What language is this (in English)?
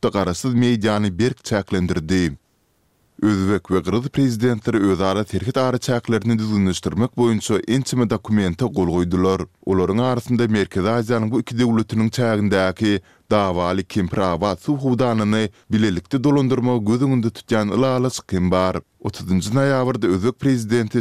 Turkmen